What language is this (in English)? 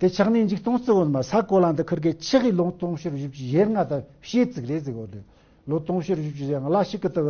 Tibetan